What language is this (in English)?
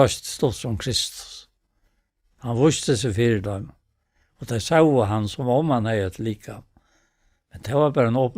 Faroese